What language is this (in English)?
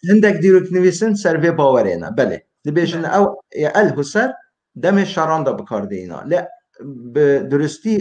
Kurdish